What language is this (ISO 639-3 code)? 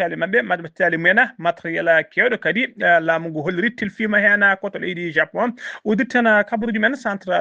ful